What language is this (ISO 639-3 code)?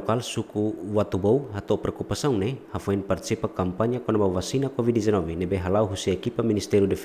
tet